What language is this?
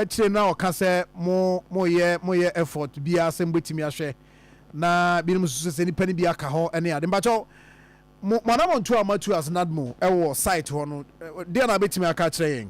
Akan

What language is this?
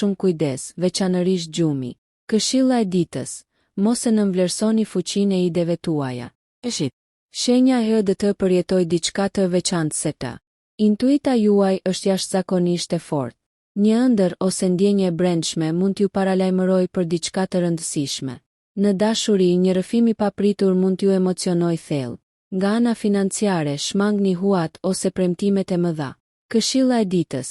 Albanian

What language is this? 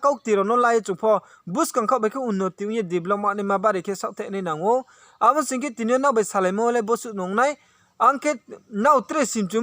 Riang (India)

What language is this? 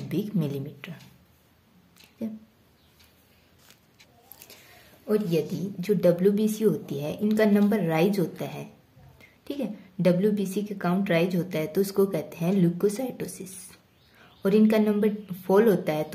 Hindi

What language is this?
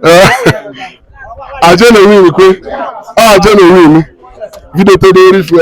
Igbo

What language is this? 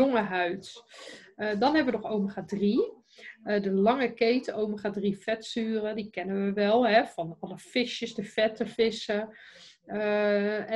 Dutch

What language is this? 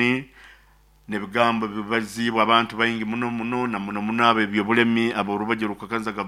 Nyoro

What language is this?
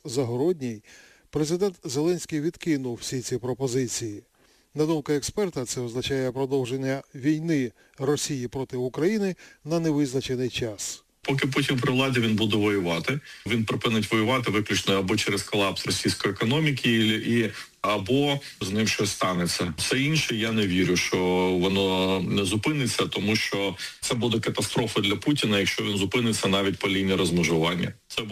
Ukrainian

